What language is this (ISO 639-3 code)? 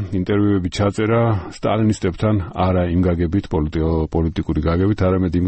kat